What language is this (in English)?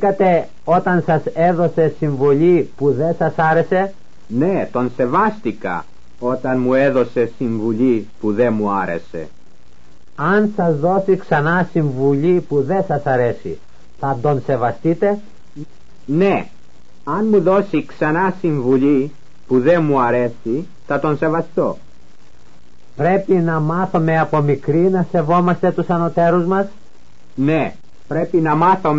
Greek